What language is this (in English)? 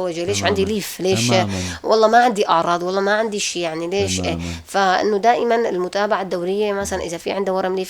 North Levantine Arabic